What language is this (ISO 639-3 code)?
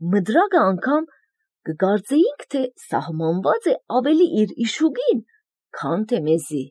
hye